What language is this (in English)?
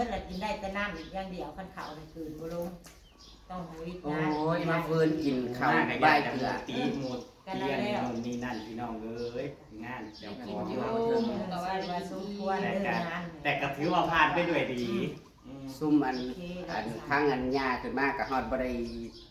Northeastern Thai